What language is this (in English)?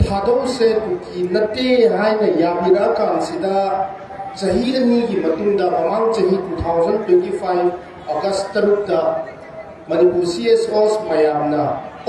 Manipuri